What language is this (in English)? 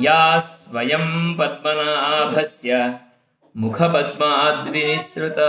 Sanskrit